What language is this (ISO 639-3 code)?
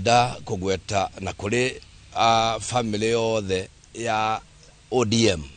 kik